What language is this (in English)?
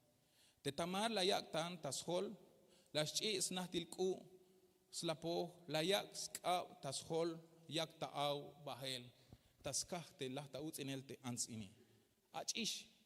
Tzeltal